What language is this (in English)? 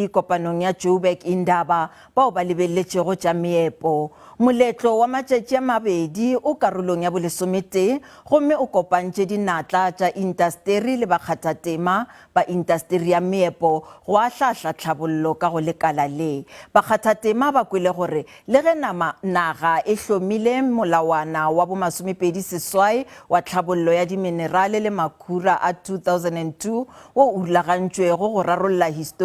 Northern Sotho